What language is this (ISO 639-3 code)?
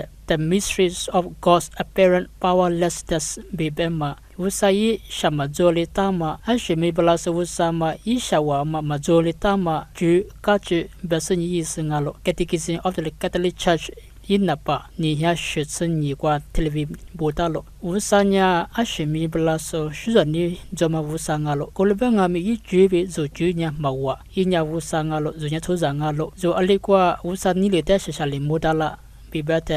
lis